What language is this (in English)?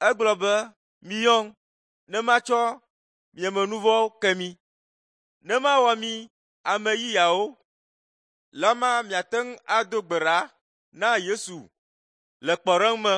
Ewe